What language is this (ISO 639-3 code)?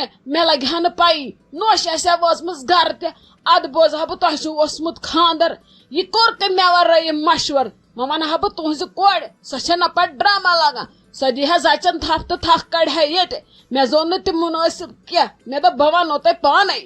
kas